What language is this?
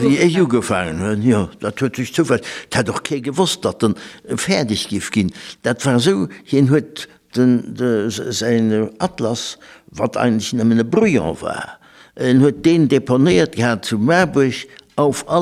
Luxembourgish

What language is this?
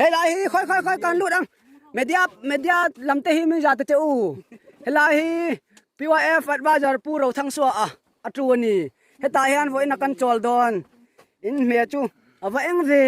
Hmar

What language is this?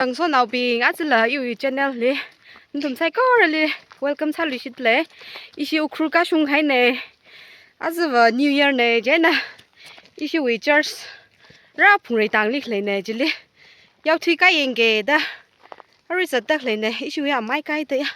Tangkhul Naga (India)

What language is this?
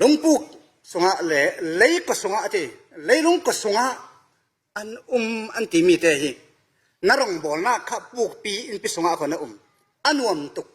Falam Chin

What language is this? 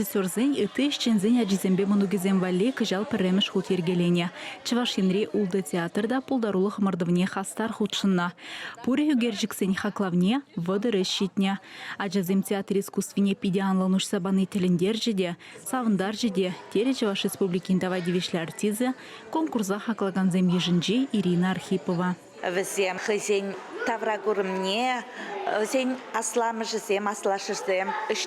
Chuvash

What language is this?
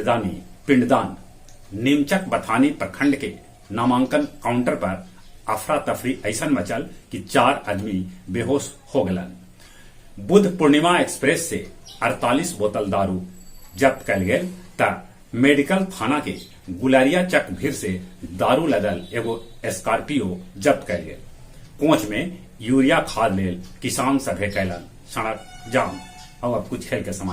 Magahi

